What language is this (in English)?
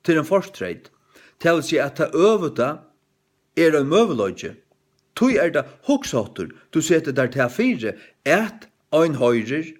Faroese